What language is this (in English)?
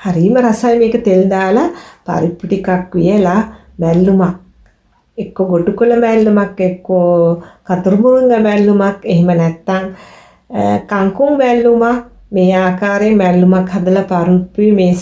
Sinhala